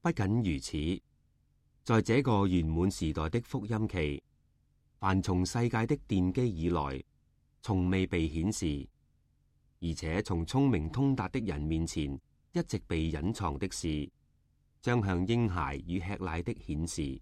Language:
Cantonese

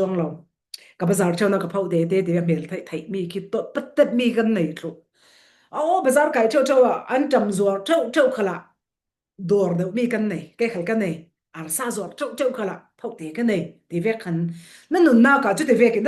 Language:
Falam Chin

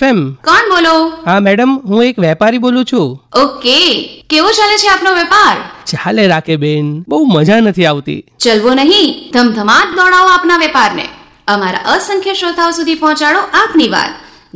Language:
Gujarati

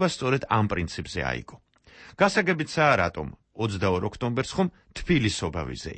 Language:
Georgian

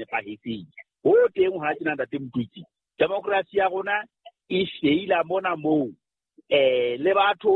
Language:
Southern Sotho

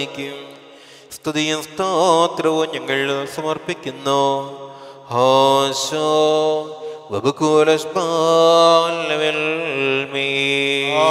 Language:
Malayalam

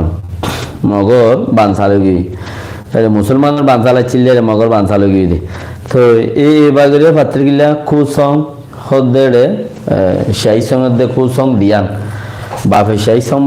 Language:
Rohingya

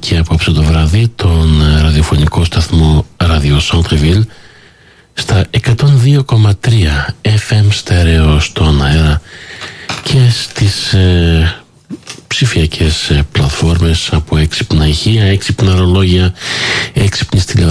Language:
Greek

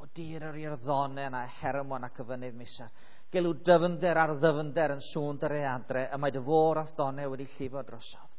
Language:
Welsh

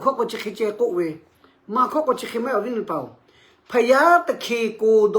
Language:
Lahu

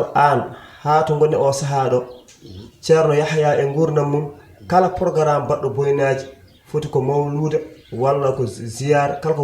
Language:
Fula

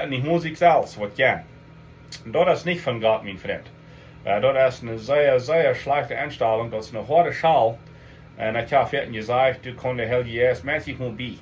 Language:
Plautdietsch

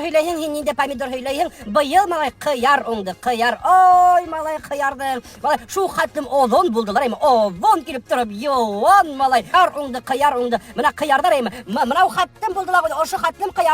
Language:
Bashkir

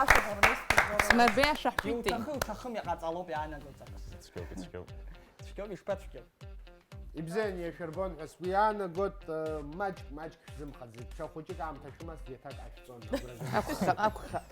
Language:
Abkhazian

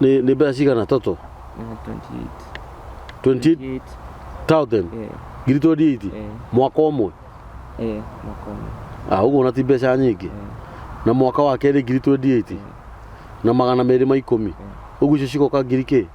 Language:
Kikuyu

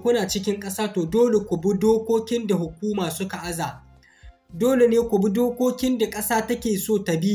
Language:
Hausa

